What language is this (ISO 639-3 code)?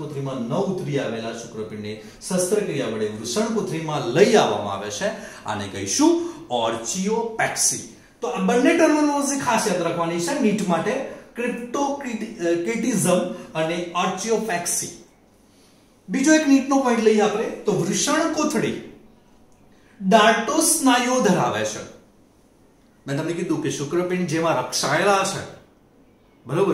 guj